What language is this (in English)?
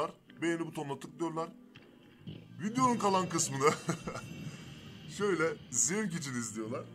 Turkish